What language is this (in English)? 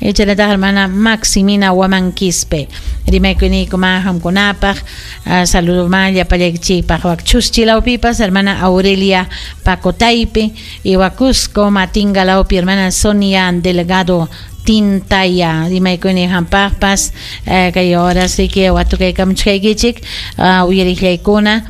Ayacucho Quechua